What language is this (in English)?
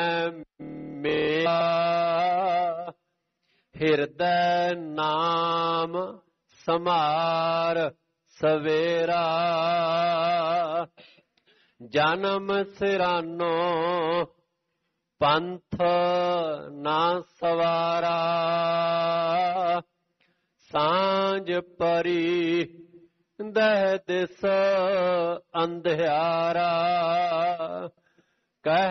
Punjabi